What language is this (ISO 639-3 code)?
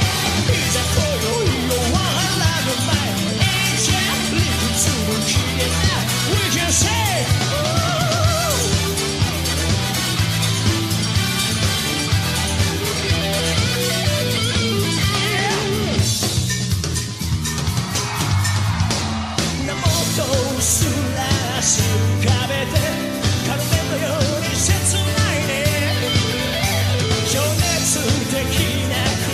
jpn